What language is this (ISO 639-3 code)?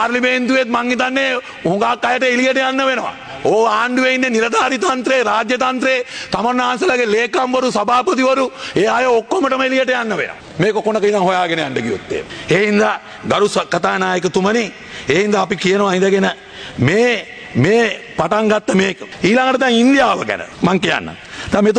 sin